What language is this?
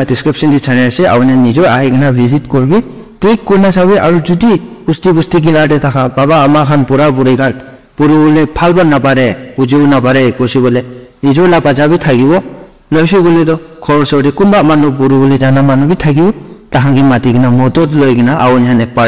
Naga Pidgin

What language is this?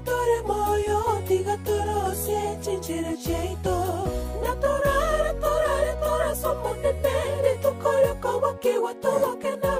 Gusii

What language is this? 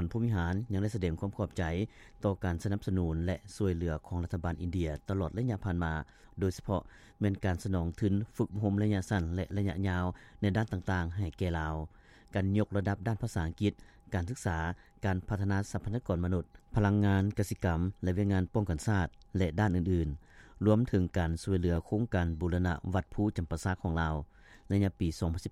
Lao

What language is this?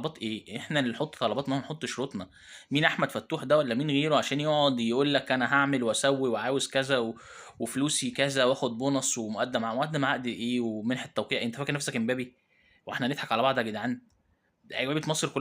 Egyptian Arabic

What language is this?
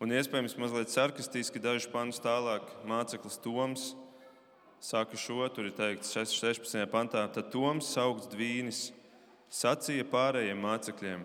Latvian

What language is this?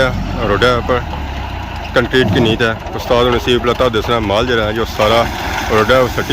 Pahari-Potwari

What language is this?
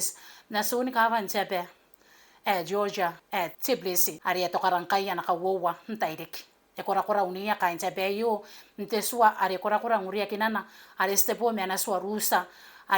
Gilbertese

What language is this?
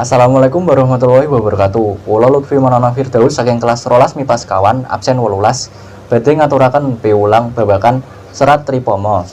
Javanese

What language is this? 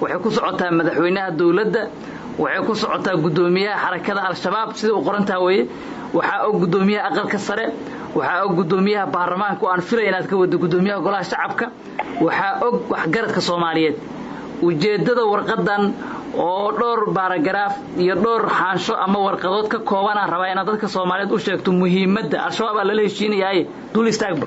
Somali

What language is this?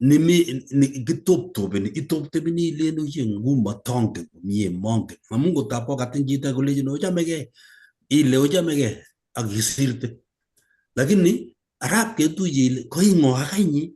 Kalenjin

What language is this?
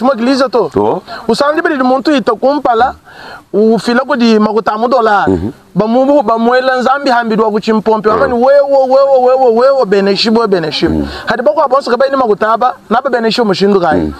Luba-Lulua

